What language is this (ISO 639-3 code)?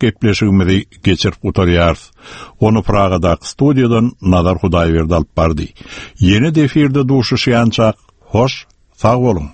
tuk